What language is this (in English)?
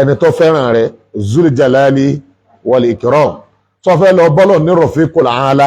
Yoruba